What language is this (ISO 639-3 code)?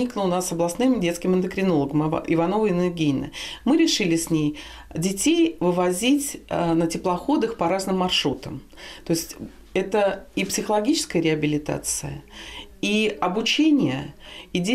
rus